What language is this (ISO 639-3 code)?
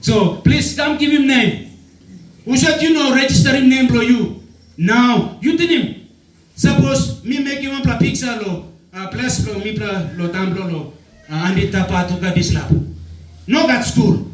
tpi